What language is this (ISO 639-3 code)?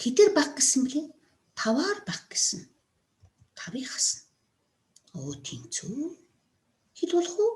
mon